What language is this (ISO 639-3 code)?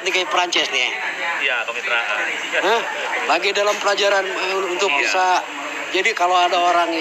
bew